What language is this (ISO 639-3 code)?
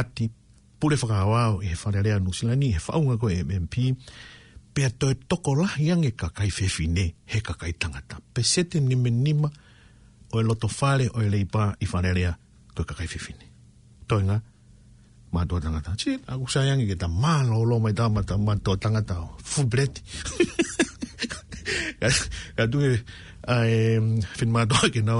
ton